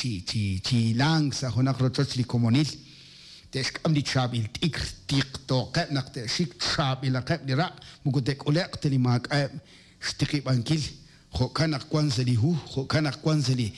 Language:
Kekchí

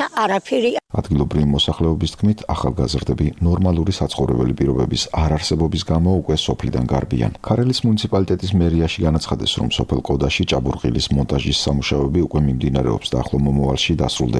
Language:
Georgian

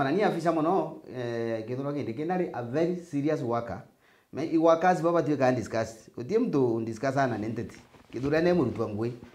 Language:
Meru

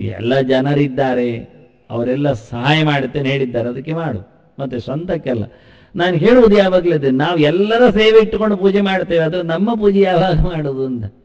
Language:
Kannada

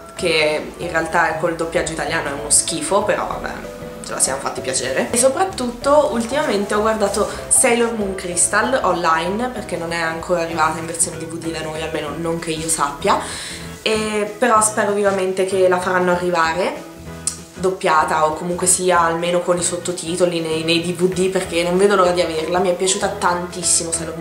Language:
Italian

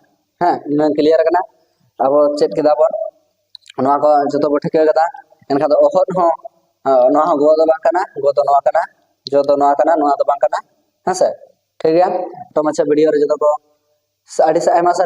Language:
Santali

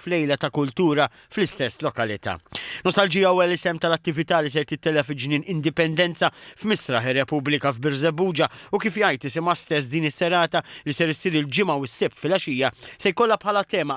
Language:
Maltese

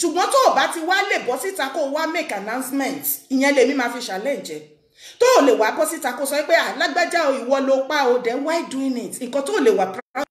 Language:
Yoruba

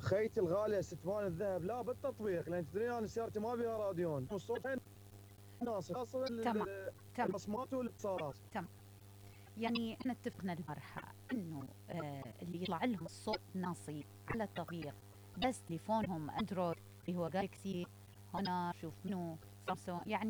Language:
Mesopotamian Arabic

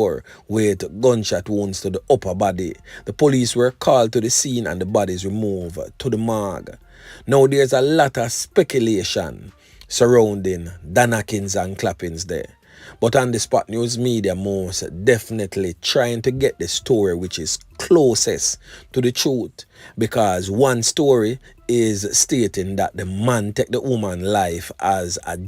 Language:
Jamaican Creole English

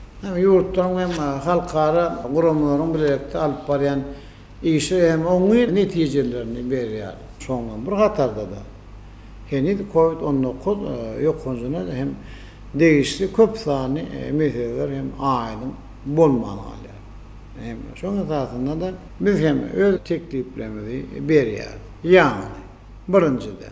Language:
Turkmen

